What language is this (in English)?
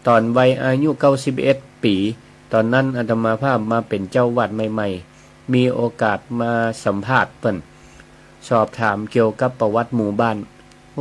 Northern Thai